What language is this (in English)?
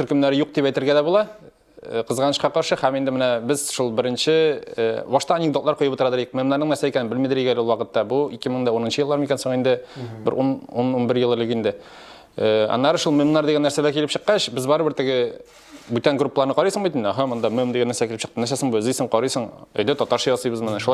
Tatar